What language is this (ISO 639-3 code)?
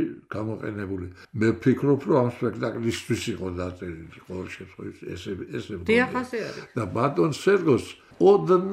kat